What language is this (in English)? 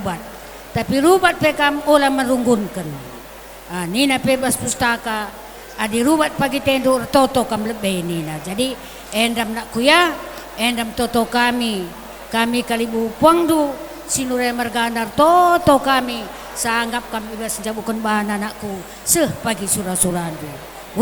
Batak Karo